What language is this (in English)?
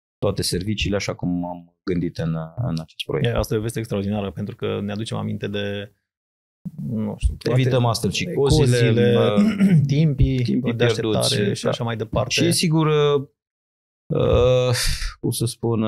Romanian